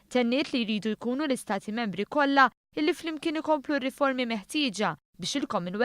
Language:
Maltese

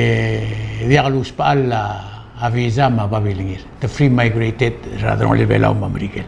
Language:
Palauan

